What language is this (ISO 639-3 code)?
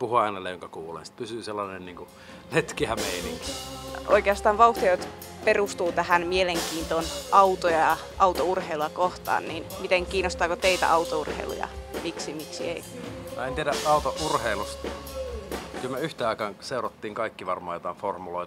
fin